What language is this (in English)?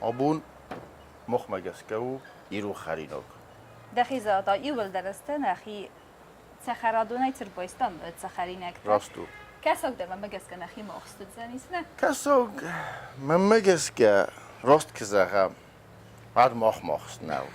Ossetic